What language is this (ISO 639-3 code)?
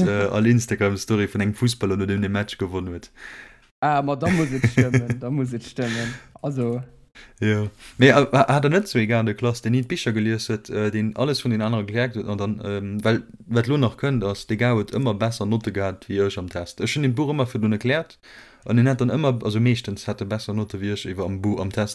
ltz